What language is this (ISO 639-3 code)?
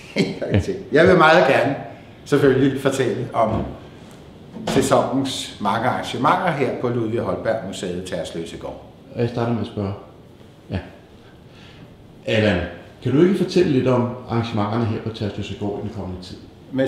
dan